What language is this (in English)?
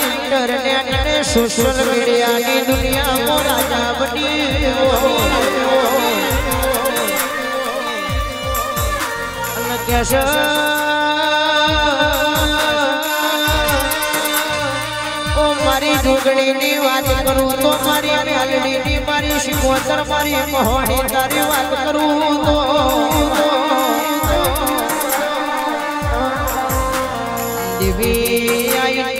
Gujarati